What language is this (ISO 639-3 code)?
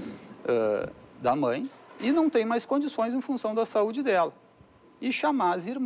por